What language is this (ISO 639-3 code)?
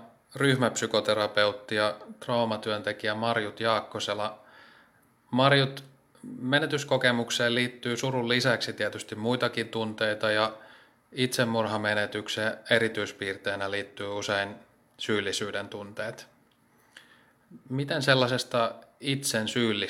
fin